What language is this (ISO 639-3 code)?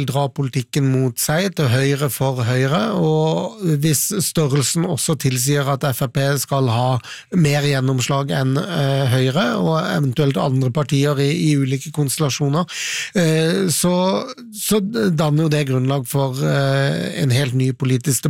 nor